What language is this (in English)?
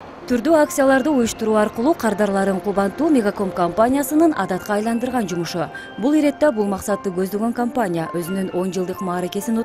Kyrgyz